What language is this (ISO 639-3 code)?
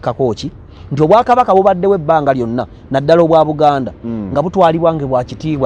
lug